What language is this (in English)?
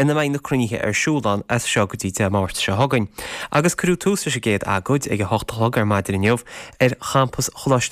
Irish